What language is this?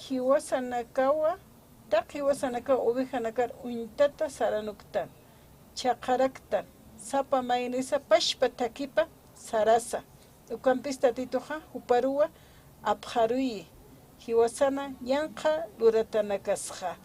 Aymara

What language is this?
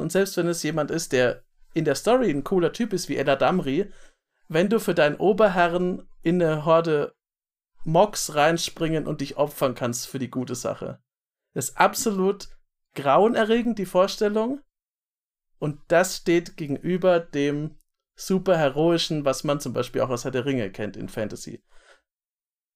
German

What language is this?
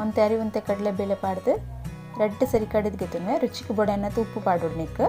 Tulu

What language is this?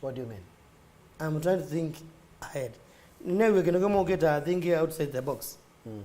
Kamba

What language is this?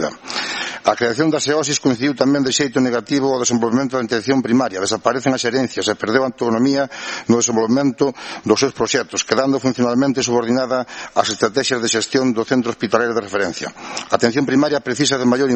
Galician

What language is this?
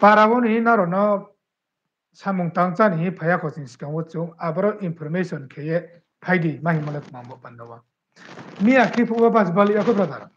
Riang (India)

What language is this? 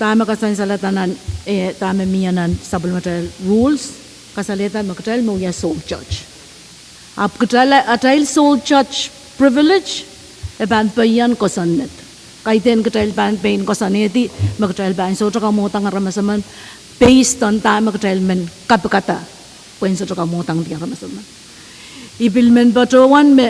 Pohnpeian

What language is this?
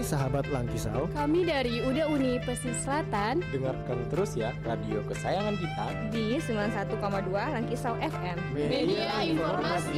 Indonesian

